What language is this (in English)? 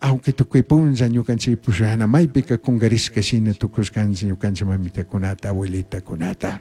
Chimborazo Highland Quichua